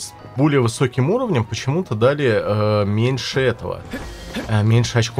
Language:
Russian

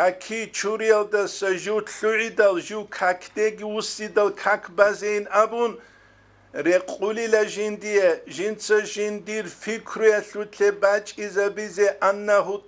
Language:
Avaric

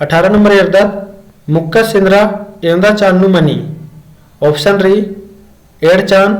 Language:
Kurukh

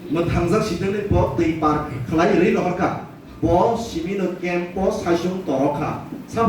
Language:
Kok Borok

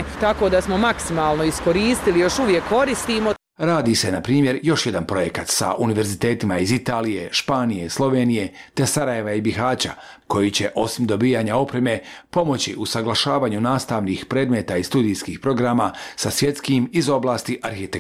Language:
Bosnian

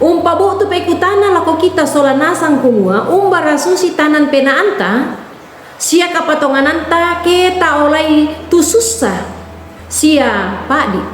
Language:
Toraja-Sa'dan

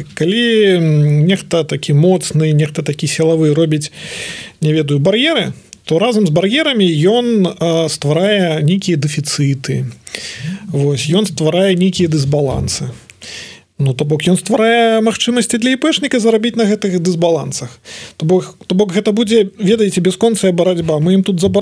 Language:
Belarusian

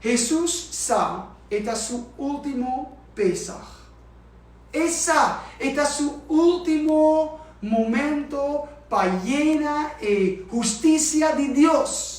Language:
Papiamento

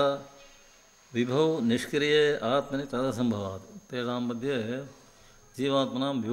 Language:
Sanskrit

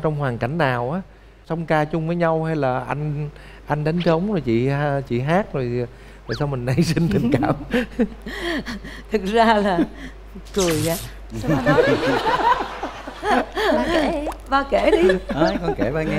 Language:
Vietnamese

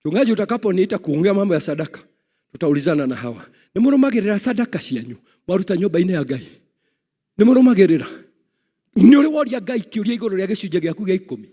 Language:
Kikuyu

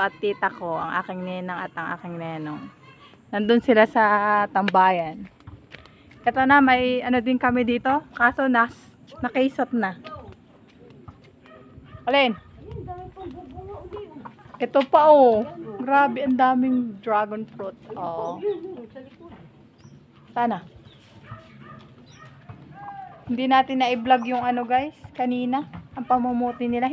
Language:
Filipino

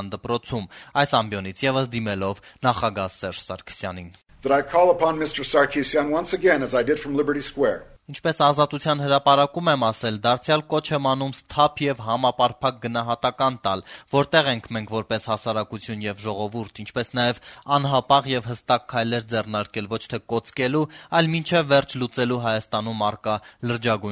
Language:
Armenian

